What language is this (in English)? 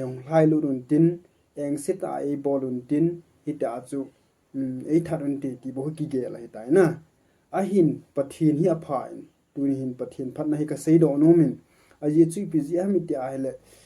Thado Chin